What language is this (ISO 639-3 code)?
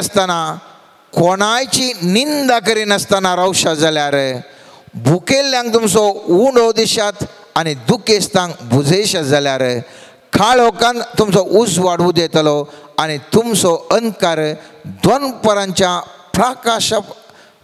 kok